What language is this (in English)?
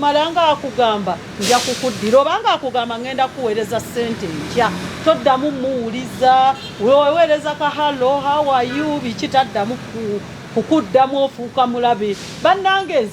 Ganda